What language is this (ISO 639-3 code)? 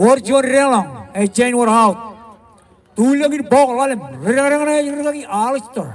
mah